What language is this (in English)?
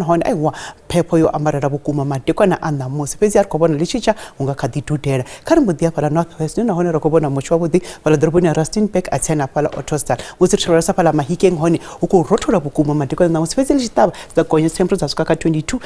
Venda